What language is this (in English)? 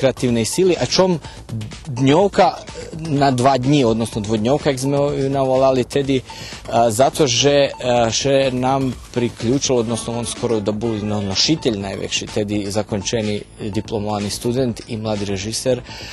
Rusyn